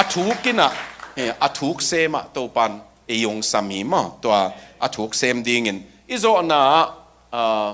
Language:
Tedim Chin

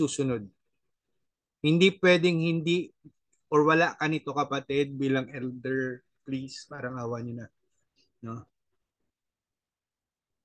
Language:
Filipino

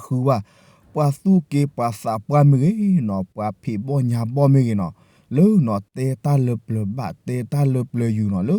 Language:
S'gaw Karen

